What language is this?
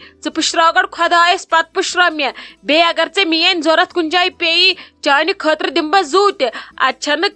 Kashmiri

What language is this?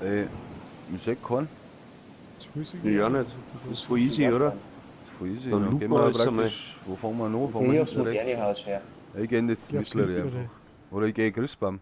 Bavarian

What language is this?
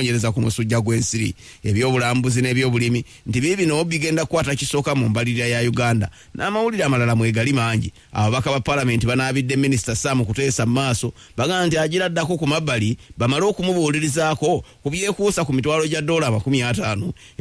Ganda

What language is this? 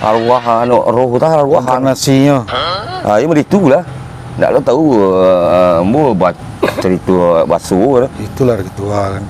Minangkabau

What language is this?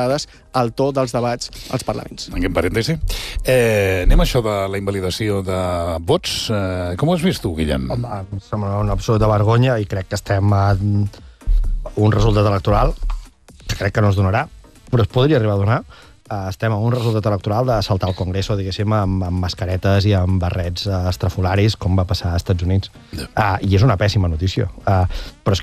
Catalan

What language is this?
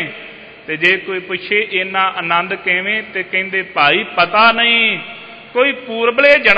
Punjabi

